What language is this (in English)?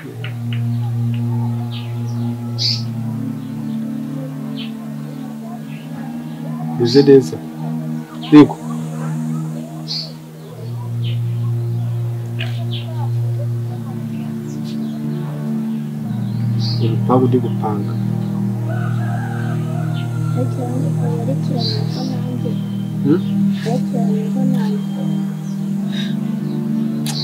Kinyarwanda